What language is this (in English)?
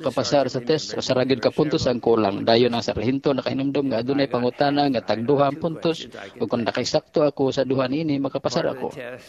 Cebuano